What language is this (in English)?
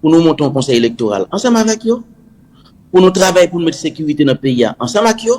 Haitian Creole